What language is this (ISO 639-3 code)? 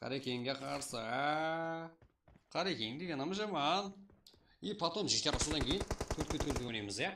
kaa